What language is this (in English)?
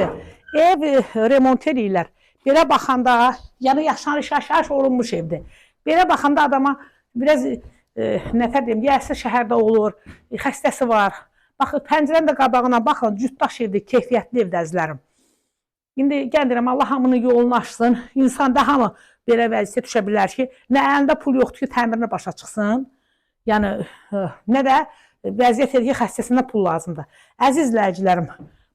Azerbaijani